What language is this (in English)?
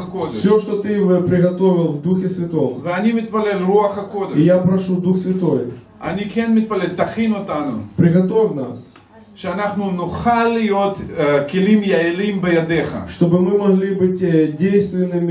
Russian